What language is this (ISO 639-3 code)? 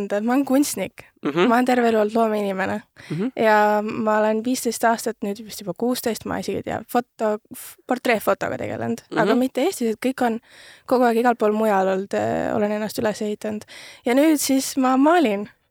est